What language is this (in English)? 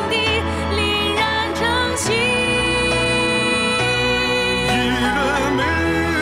Chinese